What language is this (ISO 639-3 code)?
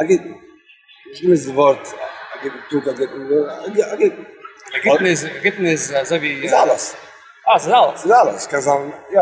yid